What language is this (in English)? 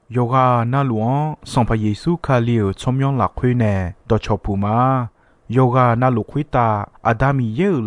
Akha